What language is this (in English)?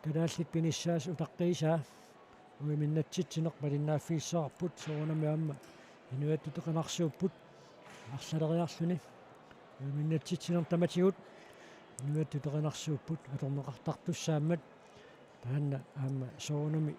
Kalaallisut